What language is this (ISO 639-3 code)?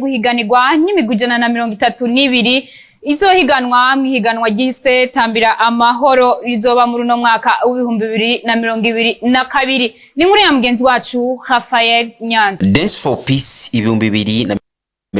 run